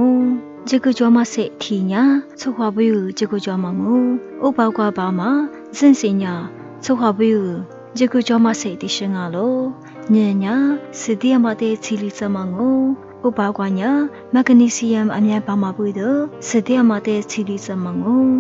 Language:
Lisu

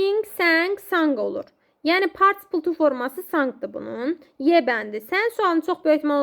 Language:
Azerbaijani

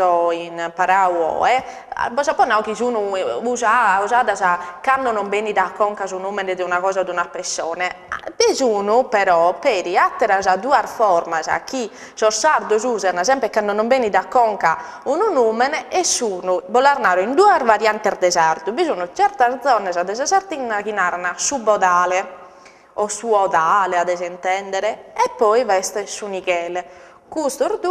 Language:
Sardinian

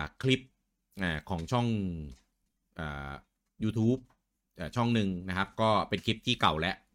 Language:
Thai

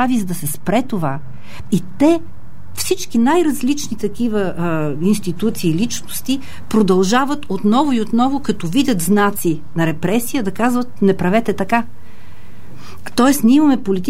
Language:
Bulgarian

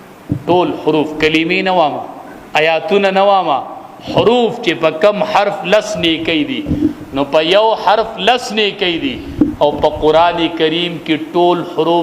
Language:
Pashto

